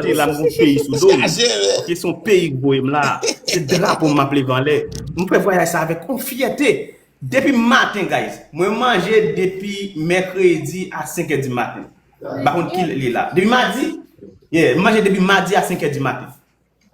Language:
Haitian Creole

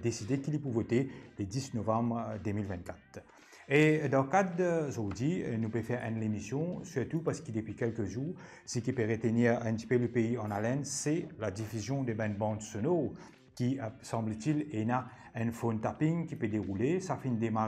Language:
Morisyen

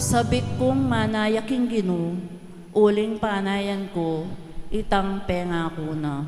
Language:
Pampanga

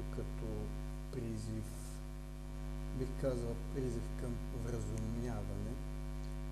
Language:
Bulgarian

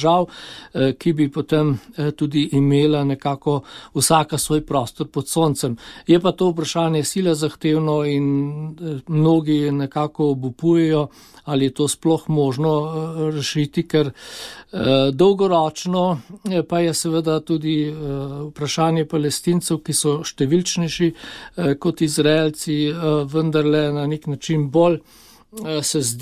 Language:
Slovenian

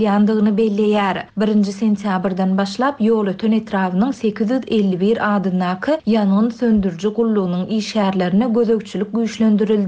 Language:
Turkmen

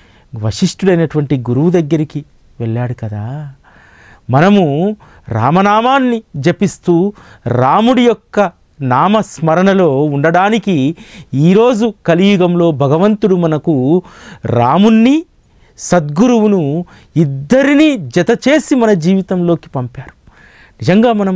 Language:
Telugu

